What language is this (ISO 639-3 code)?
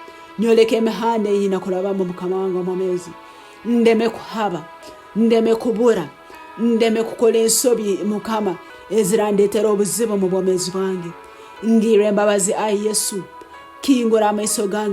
ttj